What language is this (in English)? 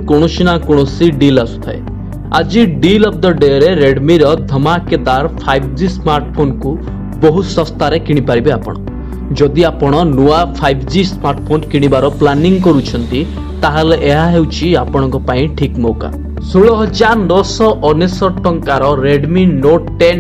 Odia